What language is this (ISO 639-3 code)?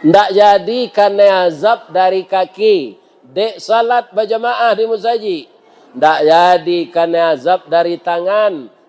min